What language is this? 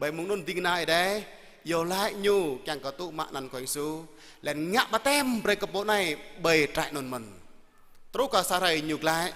Jarai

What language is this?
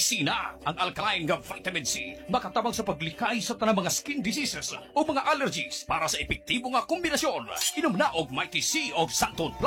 Cebuano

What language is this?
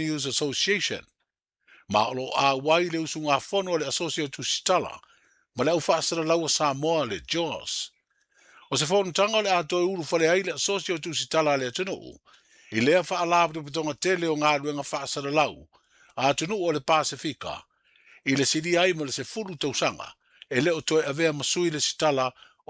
Samoan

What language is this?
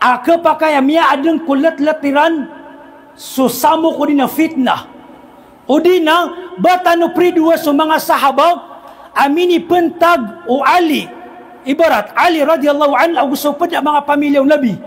Maranao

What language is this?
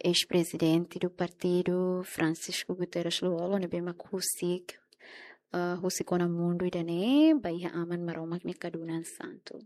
Tetum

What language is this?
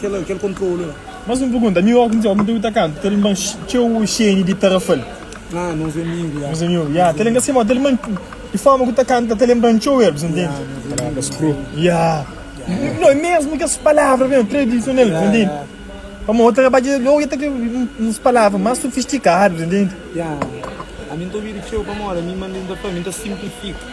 Kabuverdianu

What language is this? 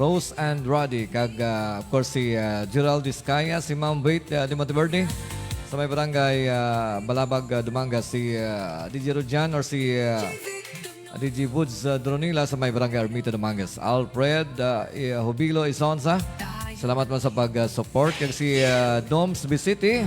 Hiligaynon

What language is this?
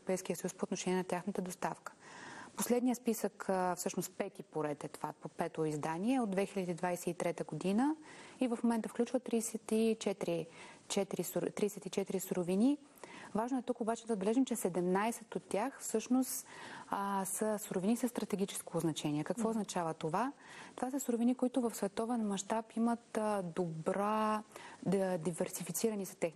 Bulgarian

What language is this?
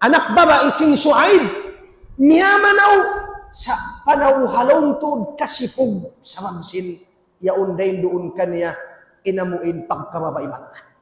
Tausug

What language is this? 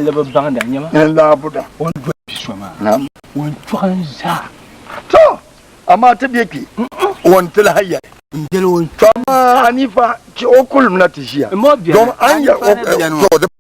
Dagbani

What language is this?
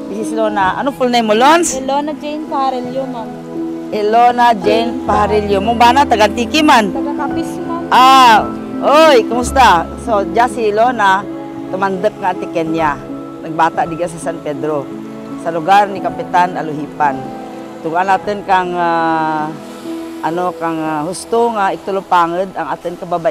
Kinaray-a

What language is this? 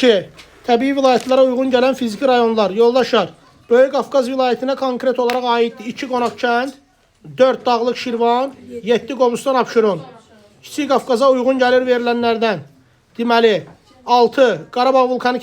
Azerbaijani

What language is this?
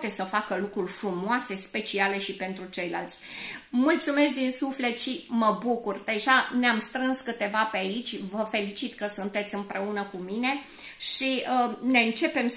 Romanian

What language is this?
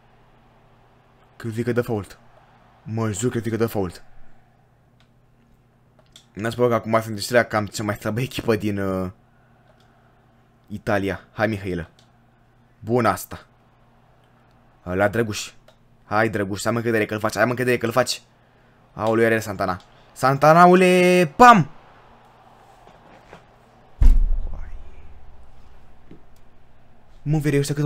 Romanian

